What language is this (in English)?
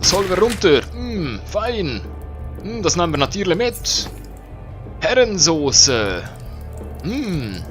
Swiss German